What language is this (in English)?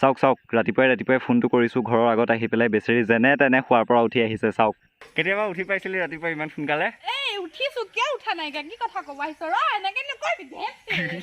Assamese